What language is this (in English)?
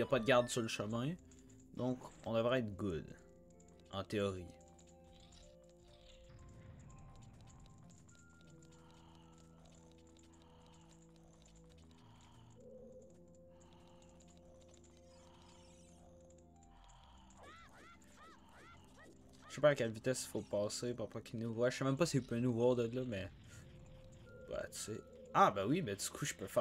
French